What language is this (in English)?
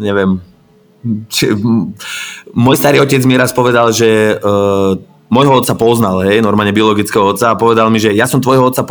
Slovak